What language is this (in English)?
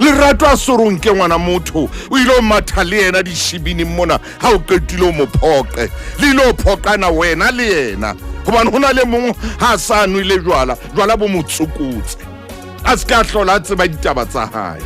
Southern Sotho